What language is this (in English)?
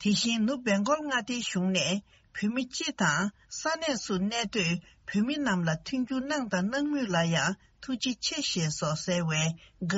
Tibetan